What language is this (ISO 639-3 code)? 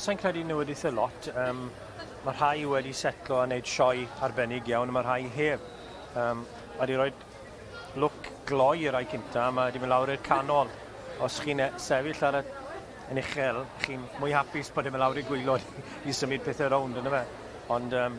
cym